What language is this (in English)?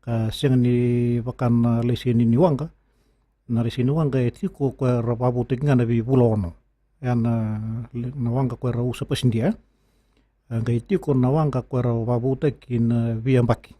Fijian